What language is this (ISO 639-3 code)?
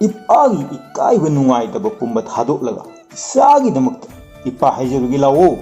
mni